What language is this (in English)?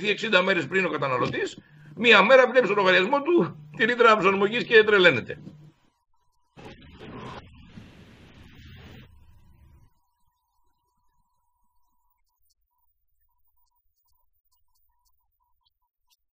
Greek